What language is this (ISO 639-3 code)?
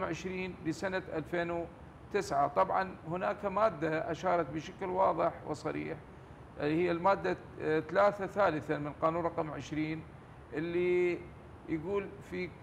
ara